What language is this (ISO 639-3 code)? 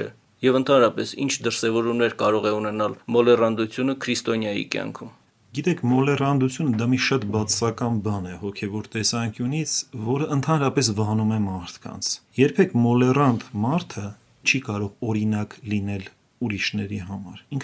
hye